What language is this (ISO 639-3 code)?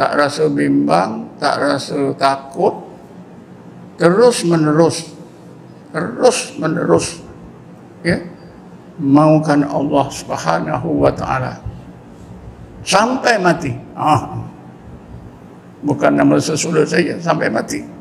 msa